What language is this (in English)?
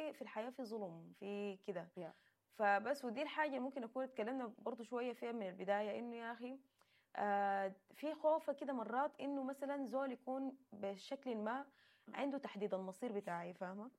Sudanese Arabic